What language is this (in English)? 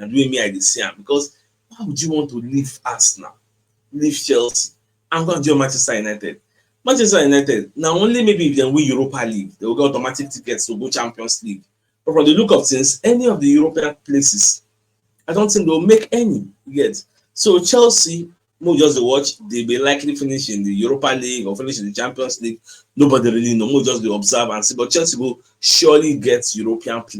Nigerian Pidgin